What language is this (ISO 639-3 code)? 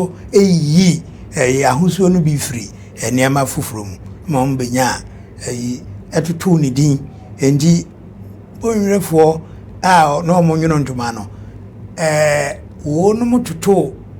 aka